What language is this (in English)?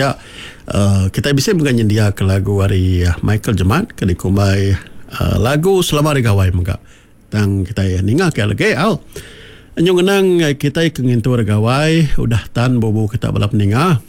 Iban